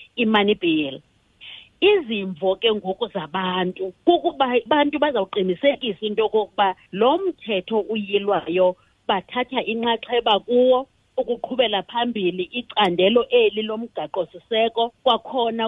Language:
Xhosa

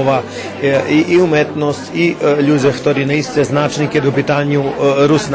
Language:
Rusyn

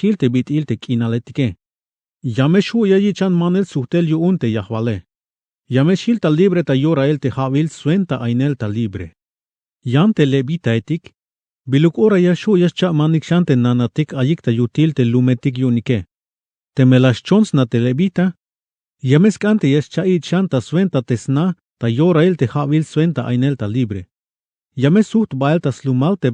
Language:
Tzeltal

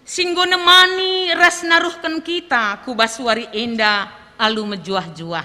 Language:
Batak Karo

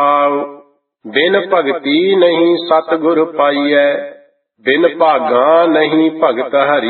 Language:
Punjabi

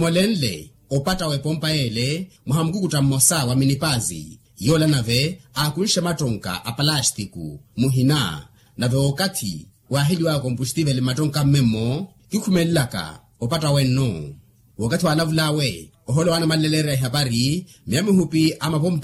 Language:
Makhuwa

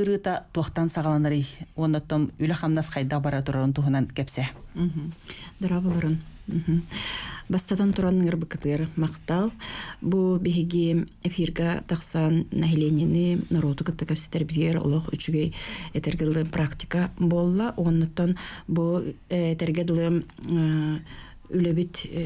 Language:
Yakut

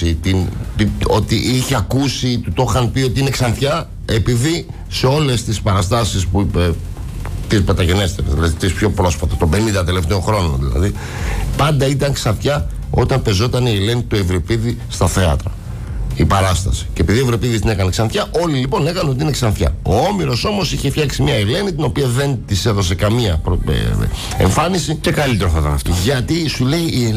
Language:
Greek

